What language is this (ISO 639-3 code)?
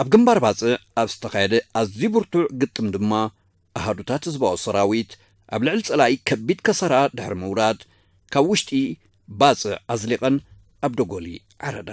tir